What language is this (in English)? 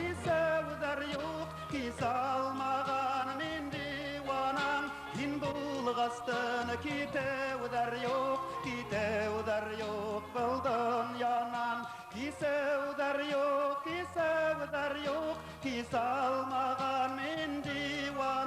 Bashkir